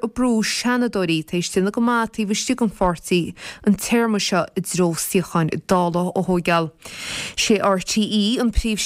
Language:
Irish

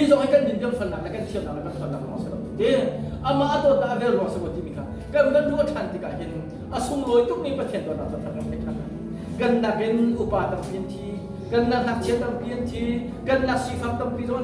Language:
Hakha Chin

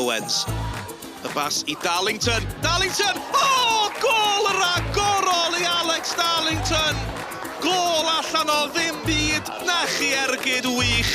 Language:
Welsh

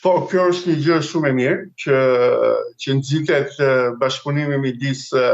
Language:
Albanian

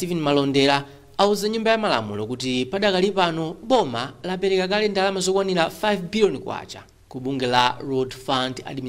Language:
Nyanja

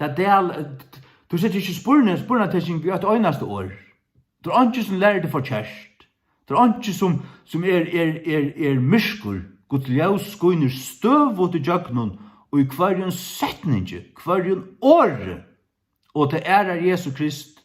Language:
Faroese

